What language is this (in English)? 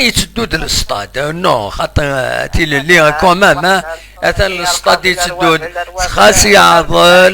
Kabyle